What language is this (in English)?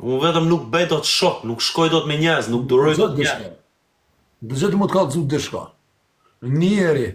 Albanian